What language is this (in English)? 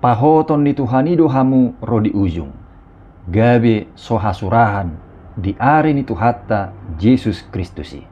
Batak Toba